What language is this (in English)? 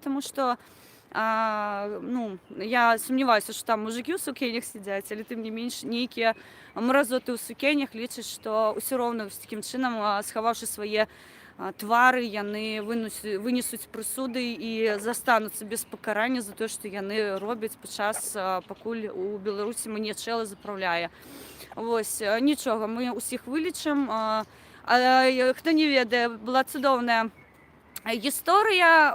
Belarusian